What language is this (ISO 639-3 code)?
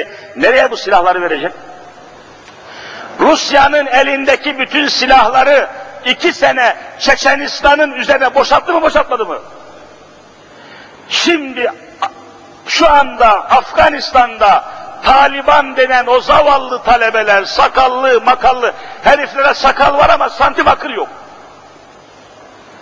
tur